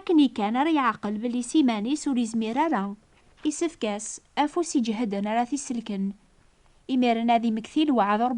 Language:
Kabyle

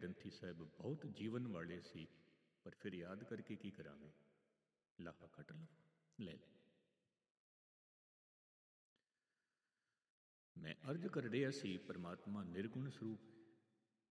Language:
Punjabi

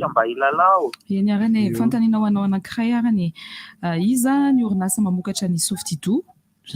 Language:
Malagasy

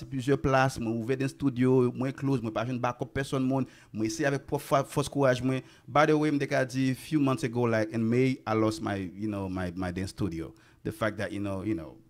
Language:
Haitian Creole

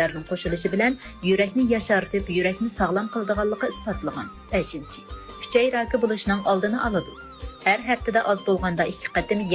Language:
Uyghur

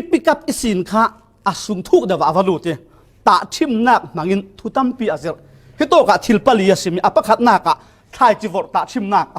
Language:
Falam Chin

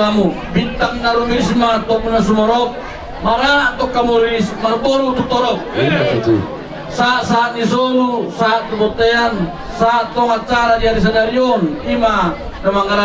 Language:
Batak Toba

